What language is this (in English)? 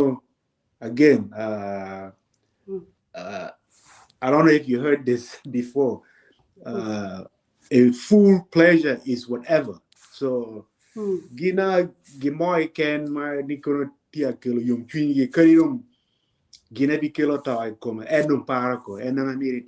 Acoli